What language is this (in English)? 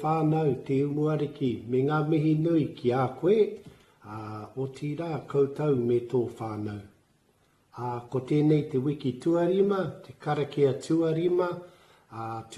Māori